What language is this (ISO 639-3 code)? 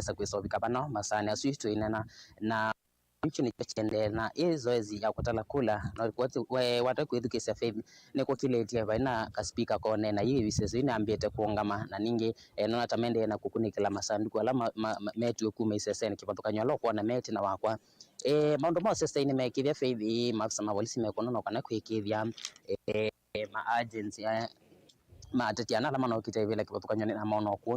kam